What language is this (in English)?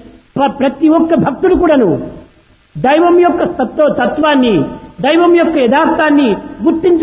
Telugu